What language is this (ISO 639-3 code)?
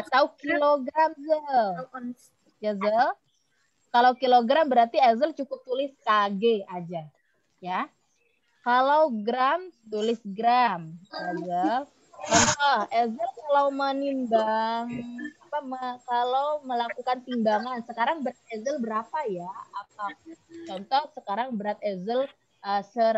ind